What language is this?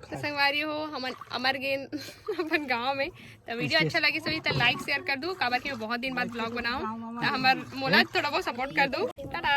Chhattisgarhi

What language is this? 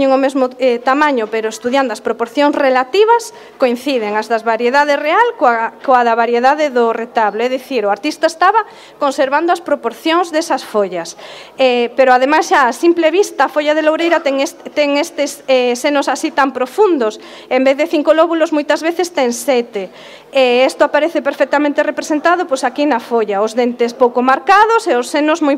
Galician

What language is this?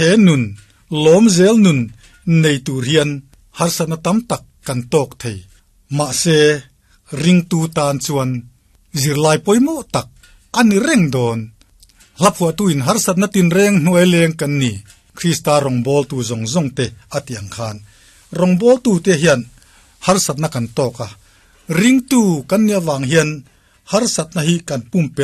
Mizo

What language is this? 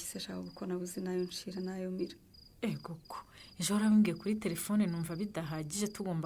Kinyarwanda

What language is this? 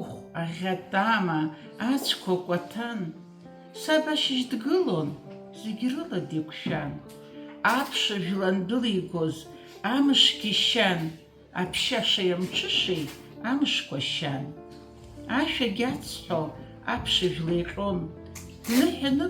Abkhazian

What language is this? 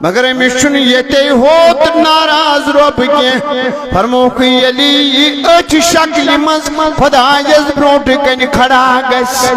Kashmiri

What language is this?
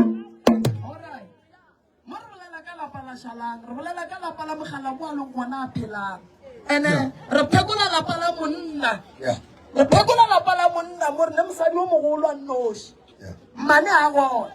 Northern Sotho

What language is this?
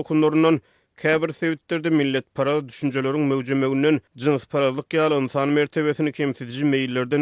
Turkmen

